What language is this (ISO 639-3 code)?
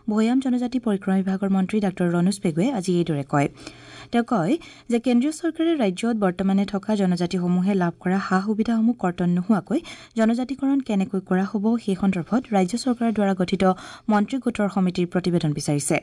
asm